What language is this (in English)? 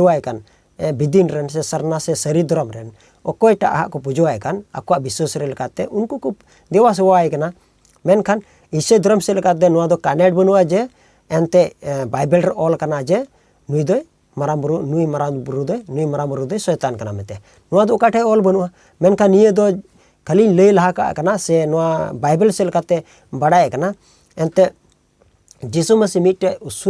Santali